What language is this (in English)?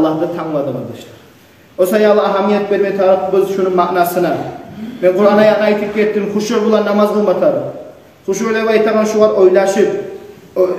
Kumyk